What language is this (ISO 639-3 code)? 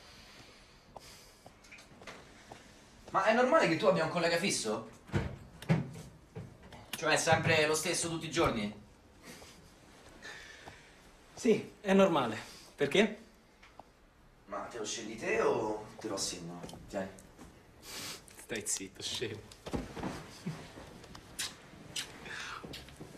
ita